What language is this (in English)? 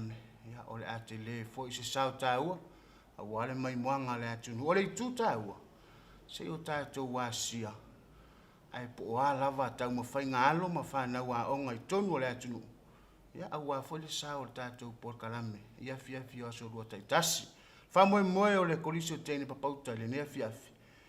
Samoan